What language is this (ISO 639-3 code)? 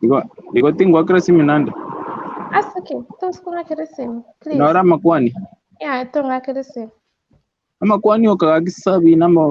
guz